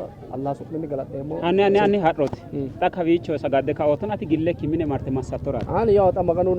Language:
Sidamo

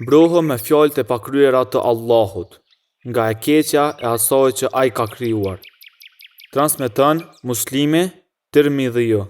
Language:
Albanian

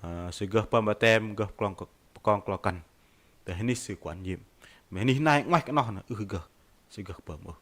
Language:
Bahnar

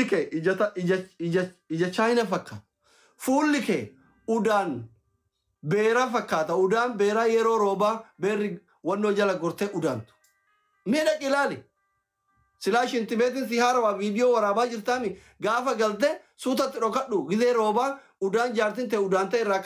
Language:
Oromo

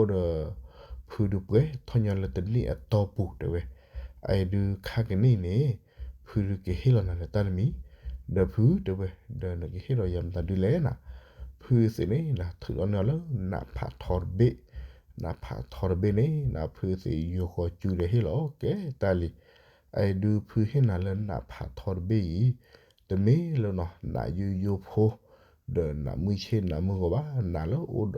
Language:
S'gaw Karen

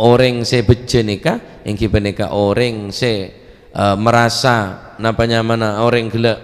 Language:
Madurese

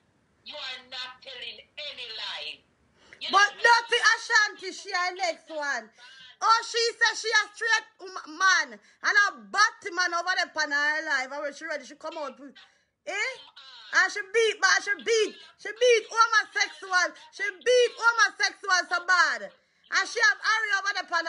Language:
Jamaican Creole English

